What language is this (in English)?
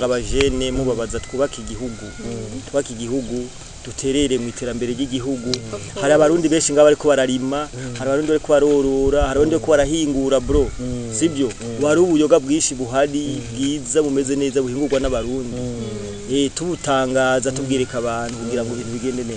Rundi